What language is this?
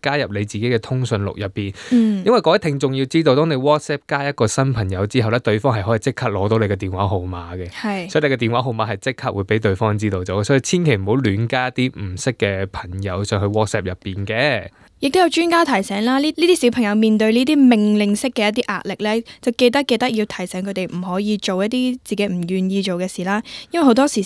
Cantonese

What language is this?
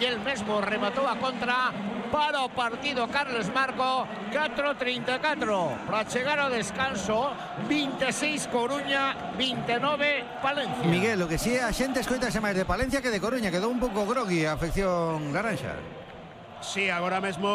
Galician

